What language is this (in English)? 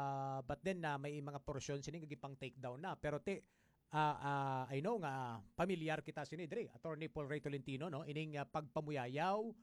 Hiligaynon